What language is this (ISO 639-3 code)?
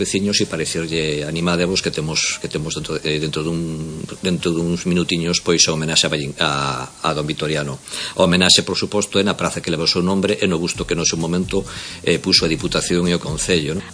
glg